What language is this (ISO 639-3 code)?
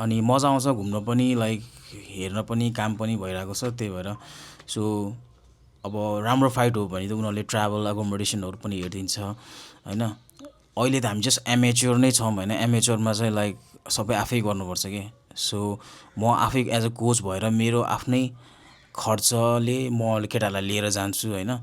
nep